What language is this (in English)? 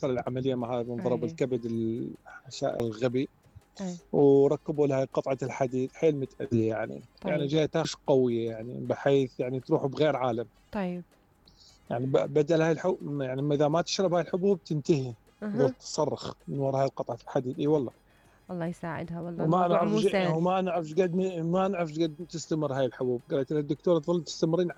Mesopotamian Arabic